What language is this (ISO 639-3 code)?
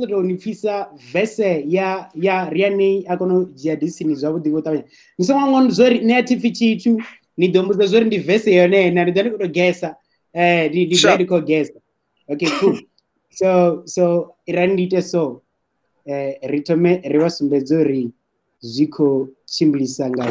ven